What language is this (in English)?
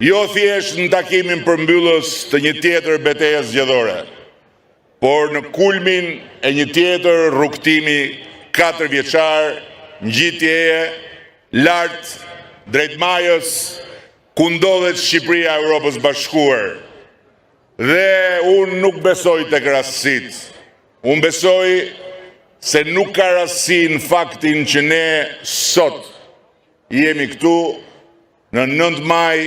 Albanian